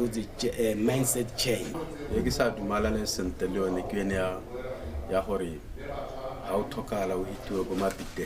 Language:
Tswana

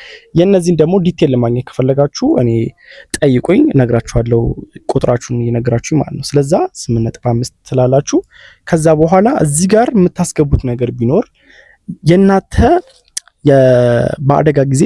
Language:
Amharic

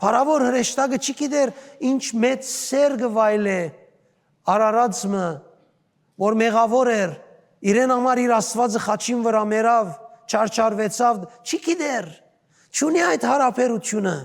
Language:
Western Armenian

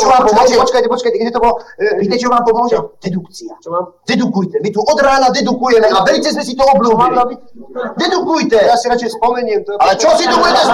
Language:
Slovak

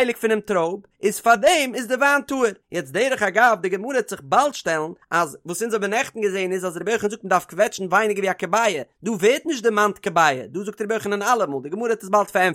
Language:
Yiddish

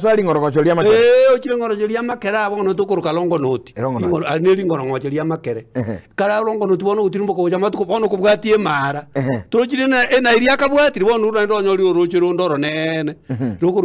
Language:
Gusii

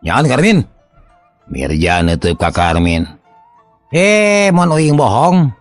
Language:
Sundanese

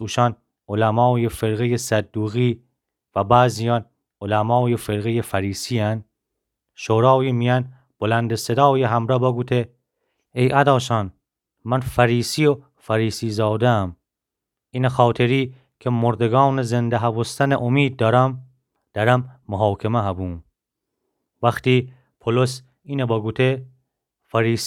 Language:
Gilaki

